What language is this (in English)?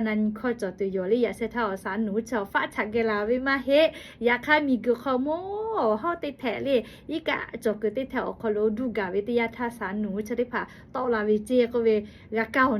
Lahu